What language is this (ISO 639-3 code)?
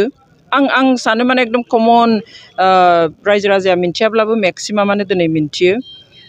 brx